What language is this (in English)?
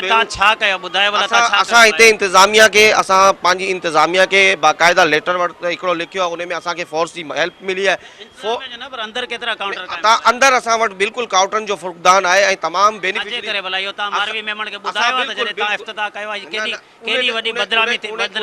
Sindhi